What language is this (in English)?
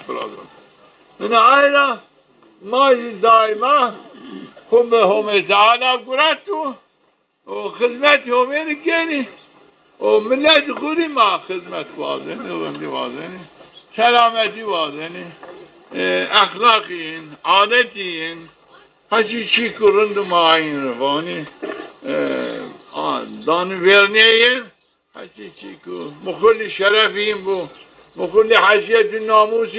Zaza